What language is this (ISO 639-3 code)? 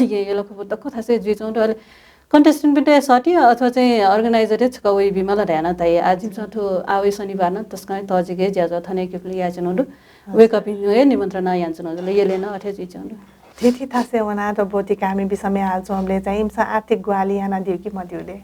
new